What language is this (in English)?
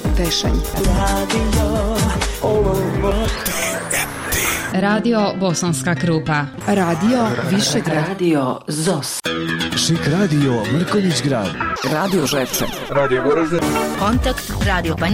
Bosnian